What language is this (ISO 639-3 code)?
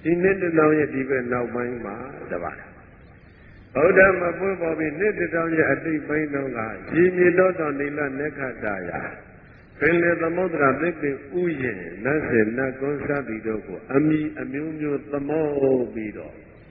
mya